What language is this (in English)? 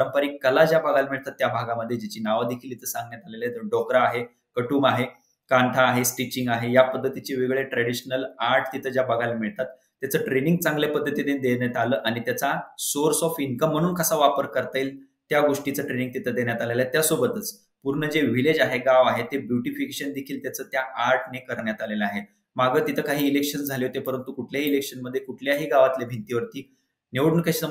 Marathi